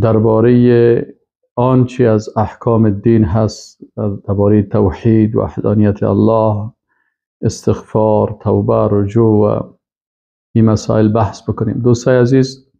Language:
Persian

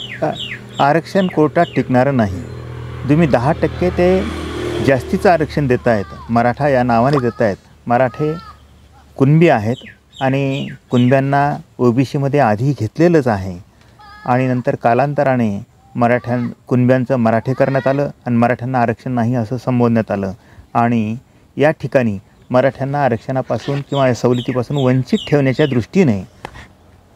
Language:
Marathi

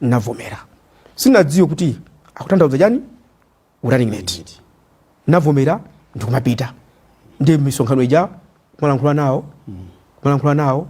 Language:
Nyanja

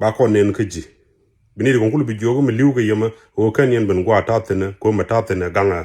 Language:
Nuer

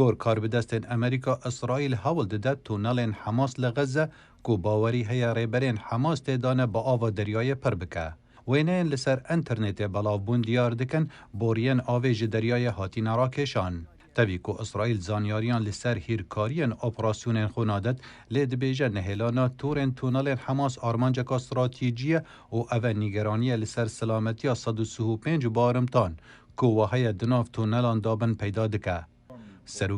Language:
Kurdish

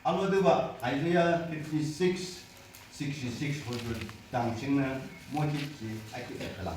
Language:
Yimchungru Naga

